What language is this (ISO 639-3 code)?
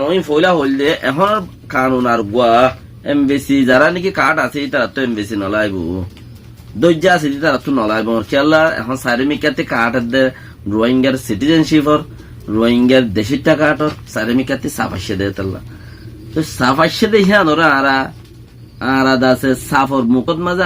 rhg